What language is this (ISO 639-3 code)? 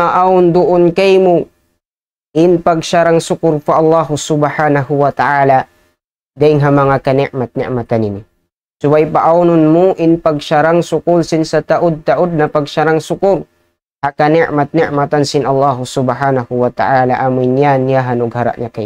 tsg